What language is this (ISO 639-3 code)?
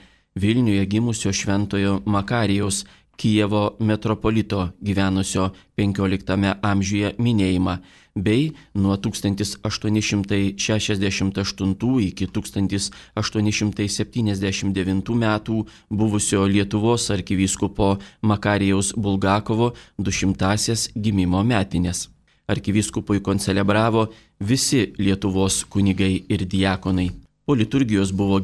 lit